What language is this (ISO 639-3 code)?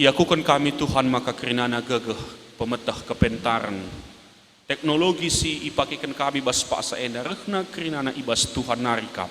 btx